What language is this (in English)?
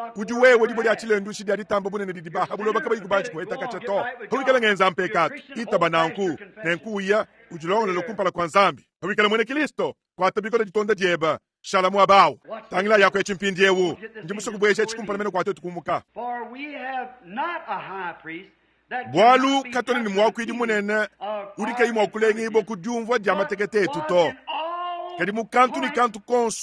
Luba-Lulua